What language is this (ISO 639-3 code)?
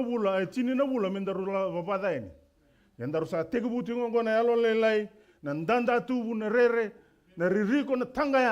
fij